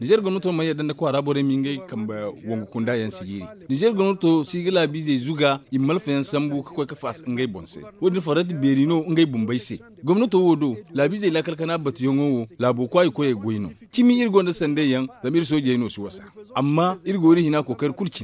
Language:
Zarma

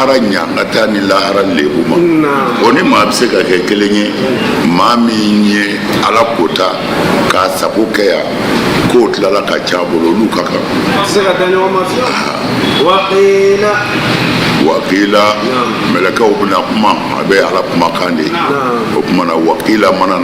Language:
Bambara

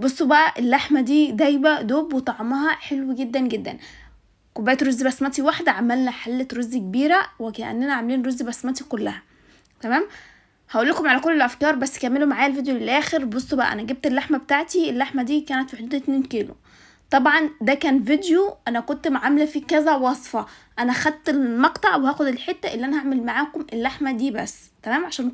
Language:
Egyptian Arabic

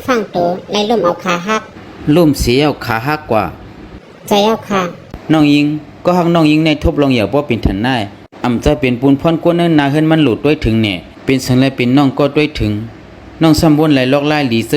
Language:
Shan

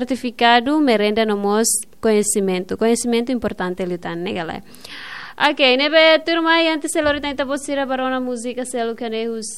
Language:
Tetum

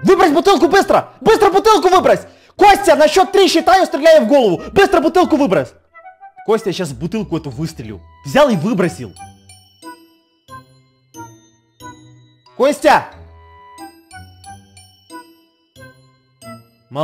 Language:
Russian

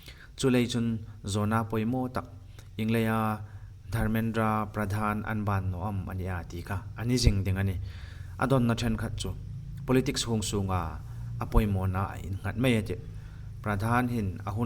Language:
Hmar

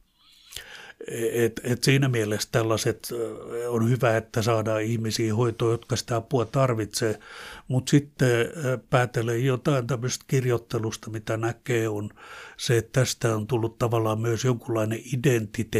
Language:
Finnish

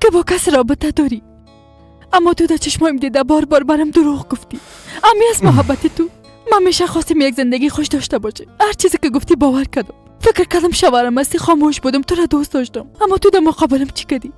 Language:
Persian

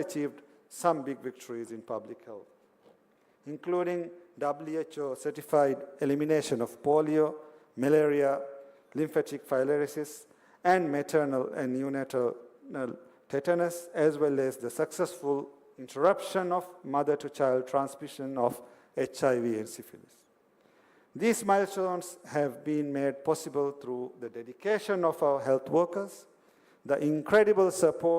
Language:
Divehi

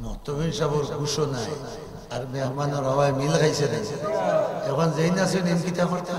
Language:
Sylheti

